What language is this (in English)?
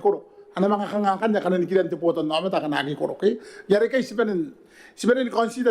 Gilbertese